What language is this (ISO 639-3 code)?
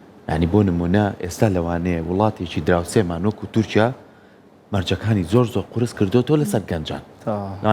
ckb